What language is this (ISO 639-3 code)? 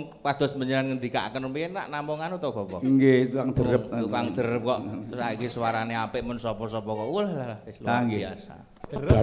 jav